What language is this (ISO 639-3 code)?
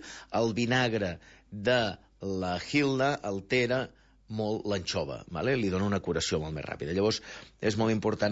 cat